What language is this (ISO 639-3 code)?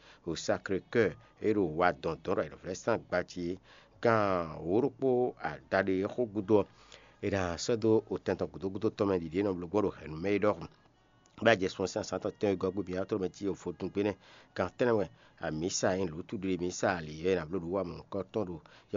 fon